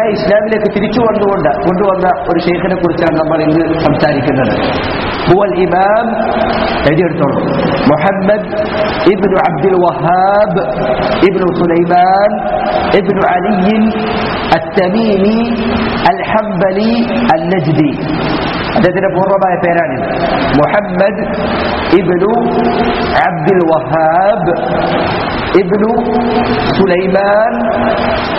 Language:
Malayalam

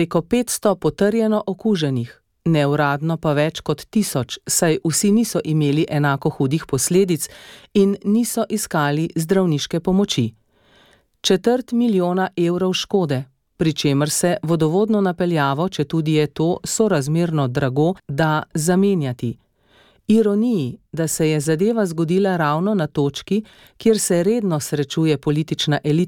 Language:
Slovenian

